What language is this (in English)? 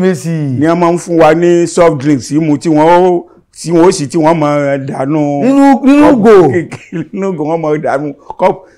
Yoruba